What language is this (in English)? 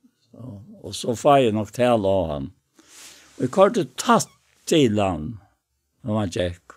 Faroese